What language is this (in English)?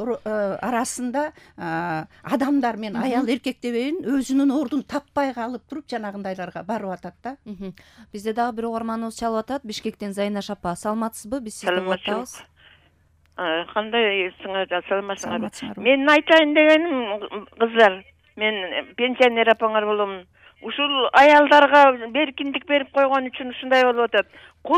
Kyrgyz